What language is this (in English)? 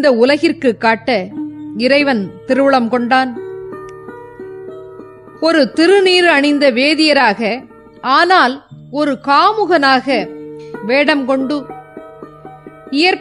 Tamil